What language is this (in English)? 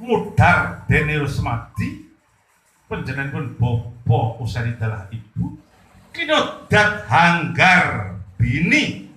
Javanese